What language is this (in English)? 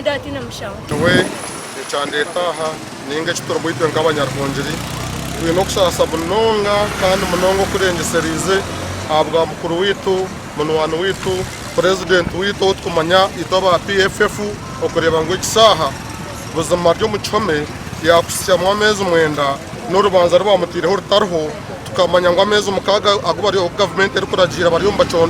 Nyankole